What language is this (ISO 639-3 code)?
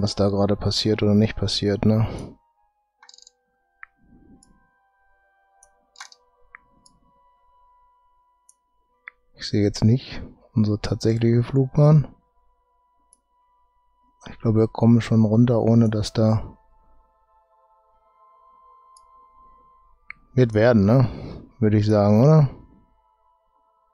deu